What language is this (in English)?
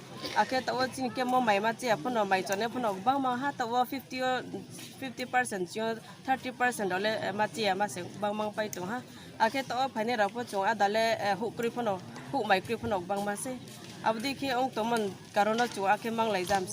Kok Borok